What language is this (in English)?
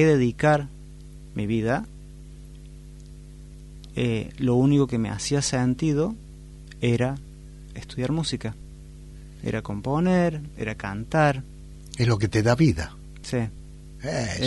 Spanish